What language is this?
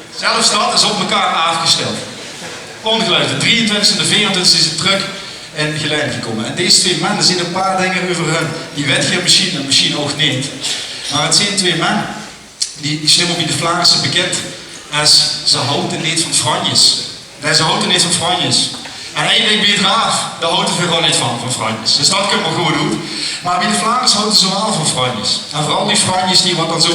Limburgish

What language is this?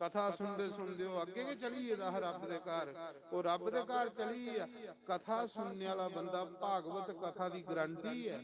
Dogri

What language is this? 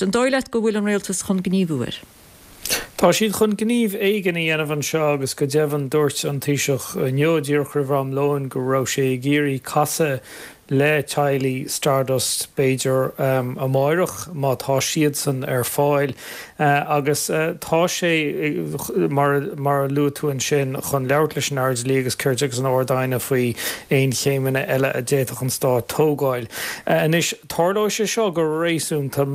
Irish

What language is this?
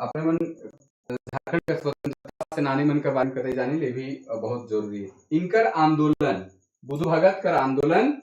Sadri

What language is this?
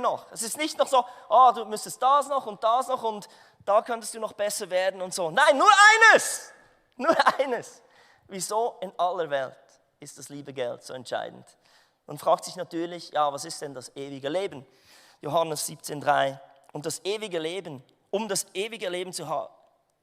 Swiss German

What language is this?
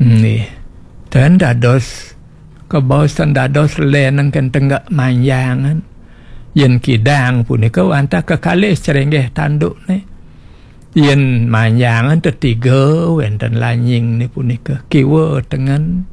Balinese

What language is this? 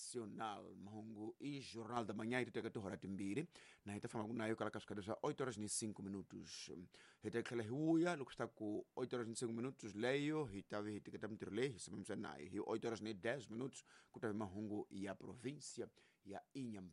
Tsonga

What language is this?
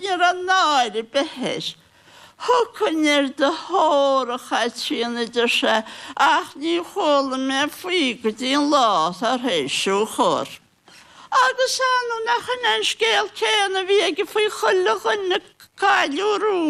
Irish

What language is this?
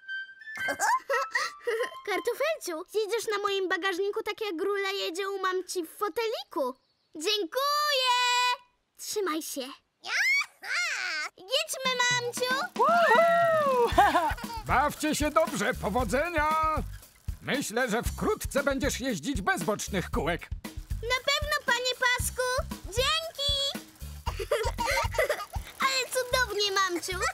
Polish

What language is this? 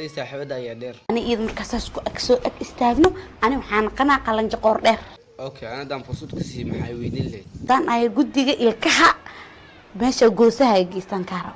Somali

